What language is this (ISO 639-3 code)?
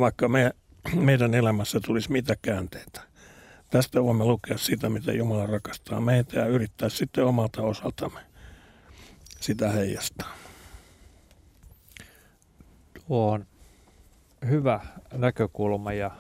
fin